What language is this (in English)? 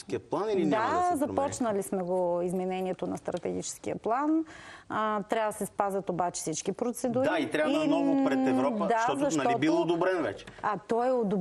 Bulgarian